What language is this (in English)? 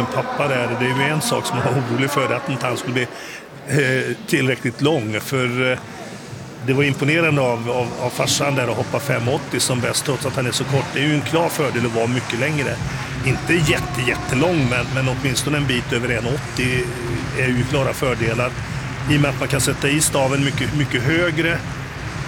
Swedish